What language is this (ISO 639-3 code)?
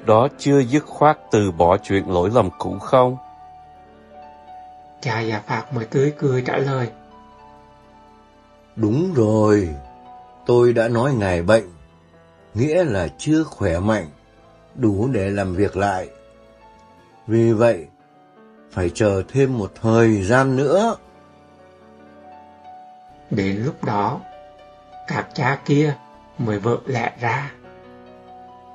vie